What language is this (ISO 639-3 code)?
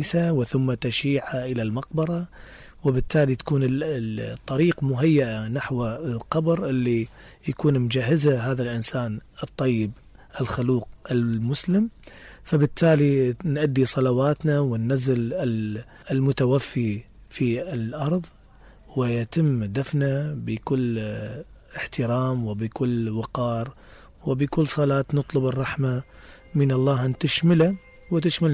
acm